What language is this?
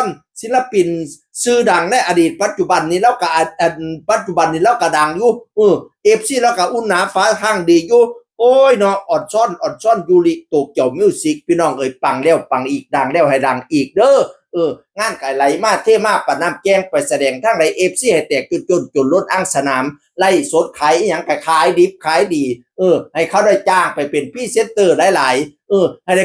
Northeastern Thai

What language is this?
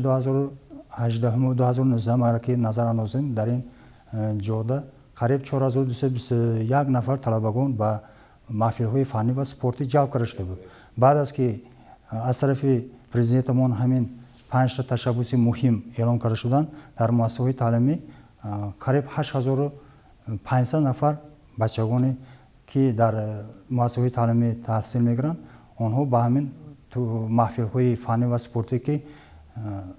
Tajik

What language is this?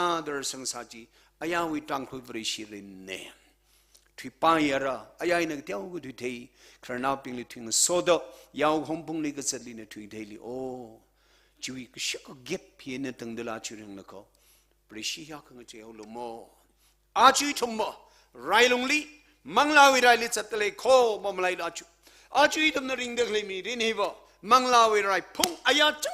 Tangkhul Naga (India)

